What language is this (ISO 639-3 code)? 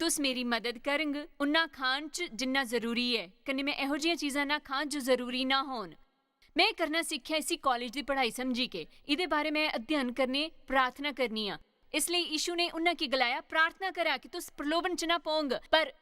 doi